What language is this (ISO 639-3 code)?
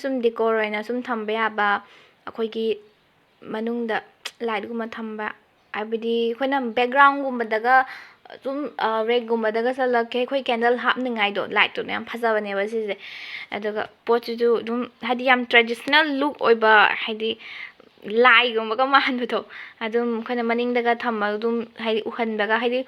mni